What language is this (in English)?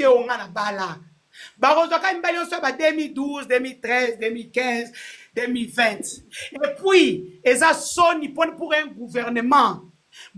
Lingala